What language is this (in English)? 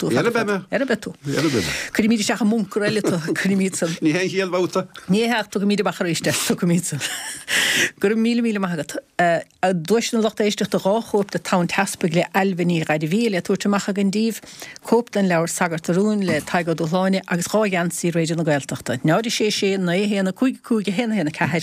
Irish